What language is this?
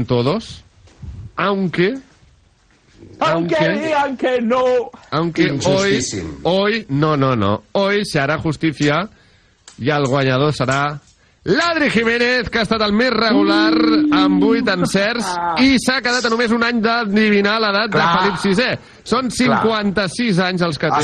Catalan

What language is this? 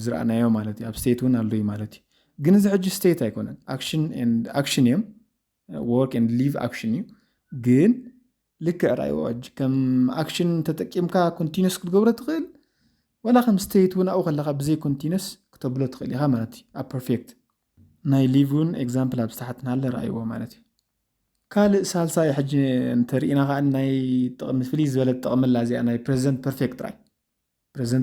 Tigrinya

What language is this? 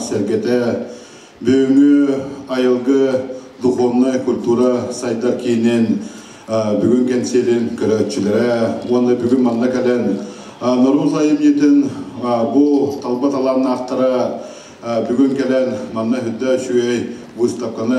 Yakut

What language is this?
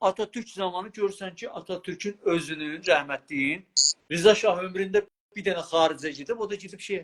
South Azerbaijani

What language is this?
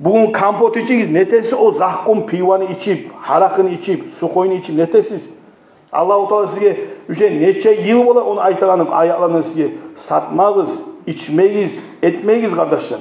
Kumyk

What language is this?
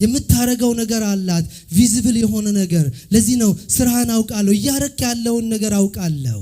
Amharic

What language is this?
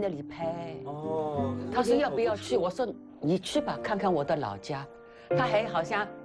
Chinese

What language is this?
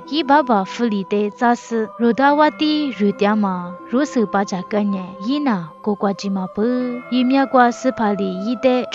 Lisu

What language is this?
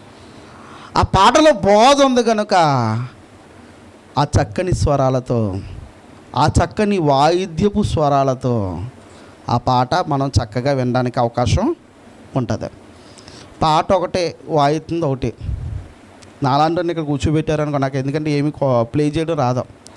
Telugu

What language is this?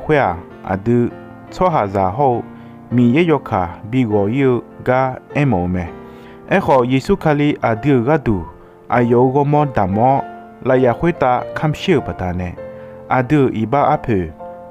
Akha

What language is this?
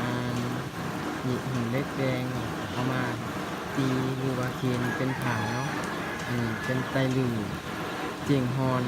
Lao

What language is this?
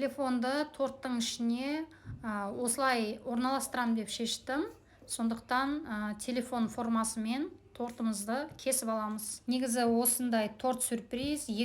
Kazakh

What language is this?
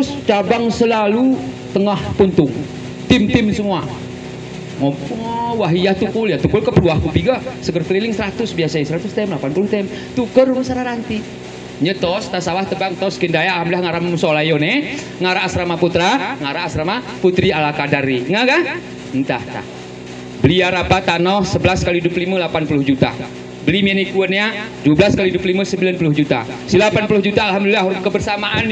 Gayo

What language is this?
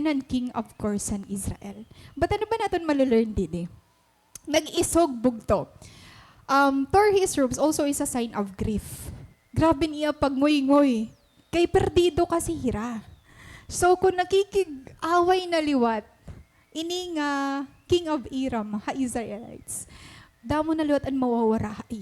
Waray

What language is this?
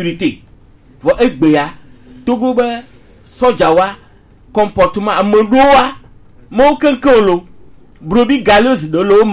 Gen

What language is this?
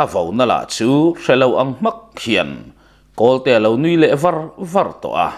Mizo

